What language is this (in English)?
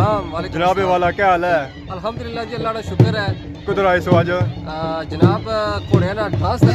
Pahari-Potwari